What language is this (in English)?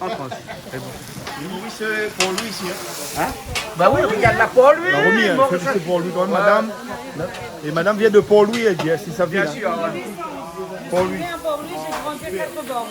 Réunion Creole French